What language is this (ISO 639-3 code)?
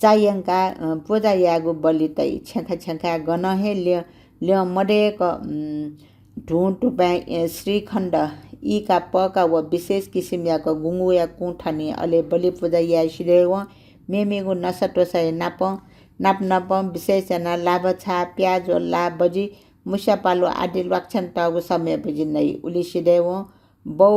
new